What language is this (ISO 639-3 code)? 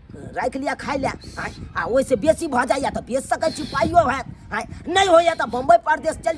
mai